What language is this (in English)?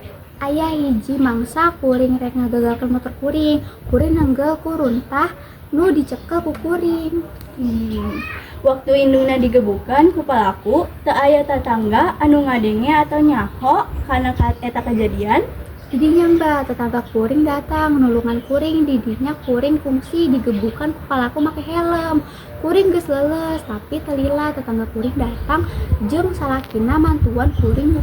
Sundanese